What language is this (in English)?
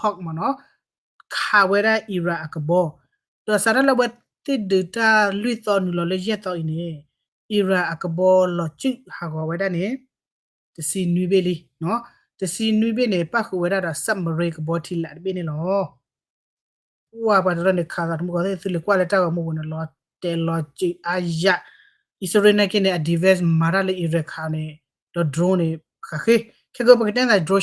S'gaw Karen